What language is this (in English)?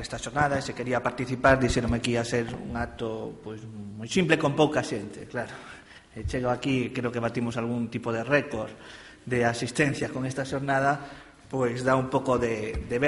Galician